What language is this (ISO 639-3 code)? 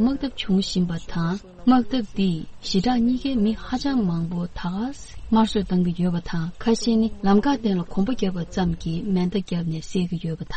bod